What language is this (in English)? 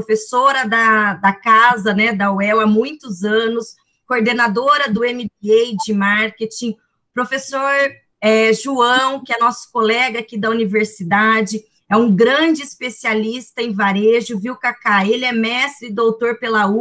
Portuguese